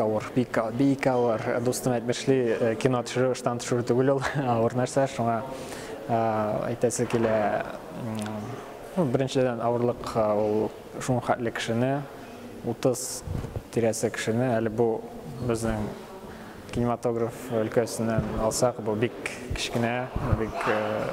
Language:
Tatar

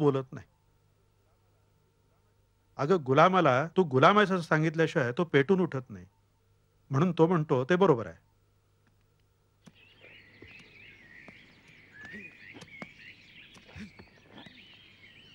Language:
Marathi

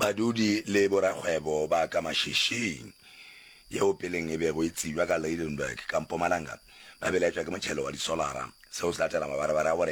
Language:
Northern Sotho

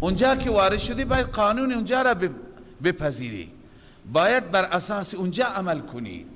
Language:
Persian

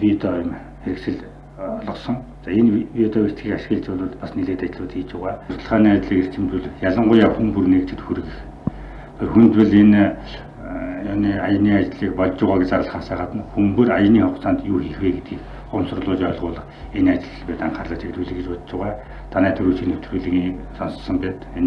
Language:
Mongolian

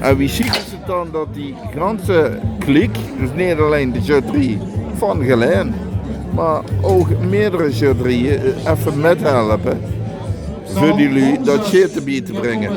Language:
Limburgish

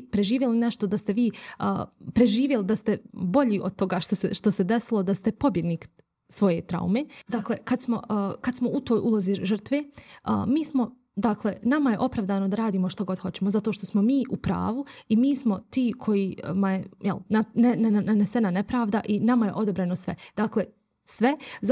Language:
Bosnian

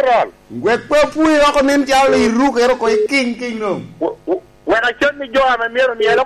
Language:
Lango (Uganda)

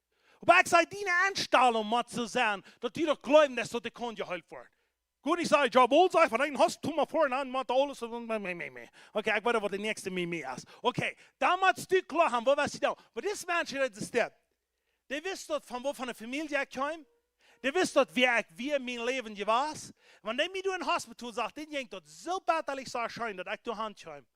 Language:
Plautdietsch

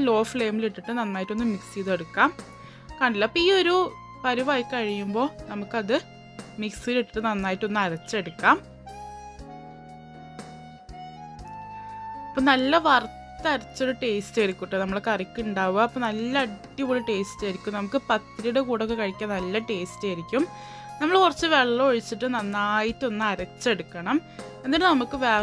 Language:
Malayalam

